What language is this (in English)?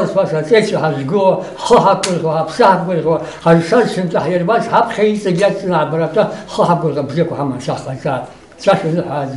Abkhazian